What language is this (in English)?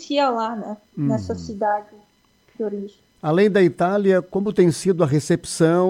Portuguese